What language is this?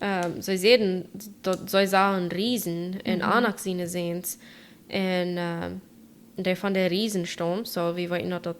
Plautdietsch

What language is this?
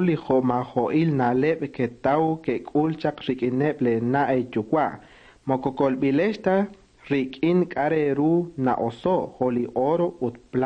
Kekchí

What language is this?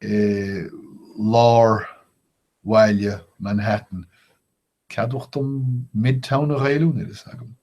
Irish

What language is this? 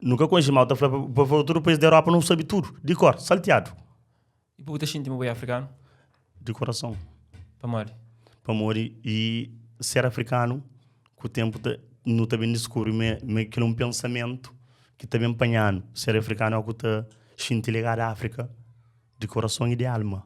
Kabuverdianu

